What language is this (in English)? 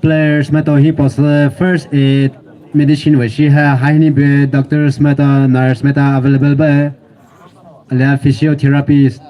Poumei Naga